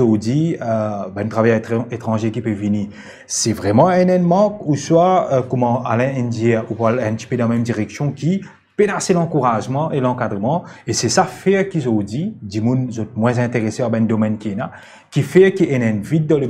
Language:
Morisyen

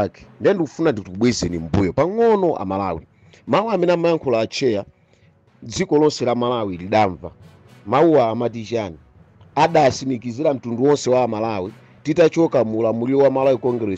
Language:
Nyanja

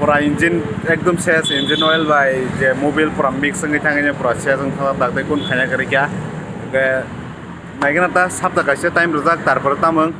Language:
Kok Borok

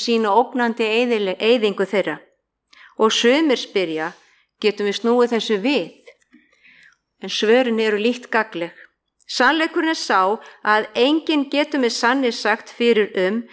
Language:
Icelandic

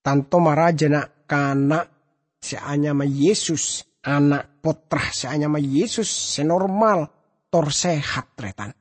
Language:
Madurese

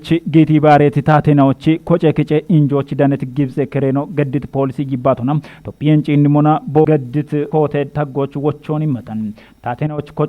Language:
Kafa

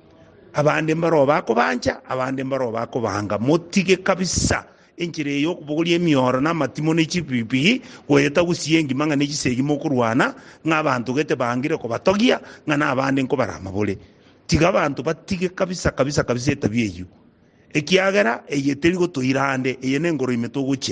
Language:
Gusii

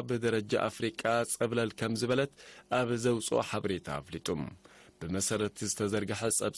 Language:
Tigrinya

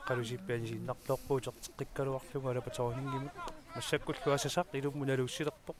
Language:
Kalaallisut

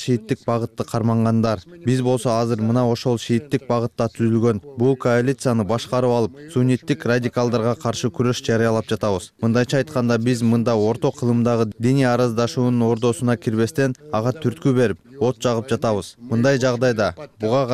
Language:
Kyrgyz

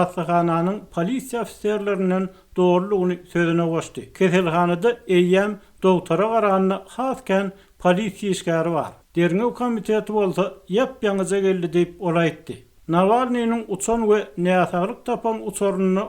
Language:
Turkmen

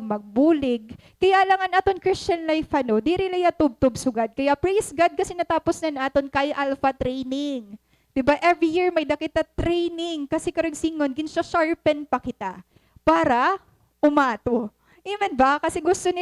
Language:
Waray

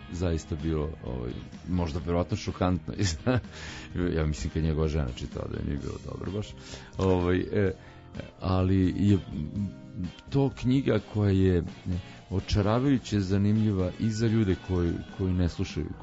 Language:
Serbian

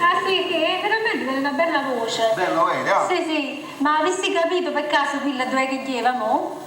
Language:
Neapolitan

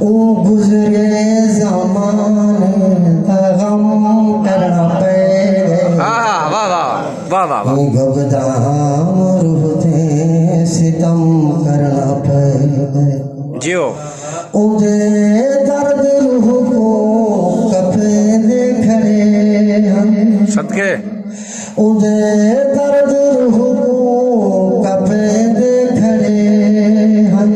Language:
Saraiki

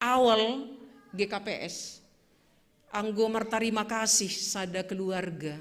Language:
Batak Simalungun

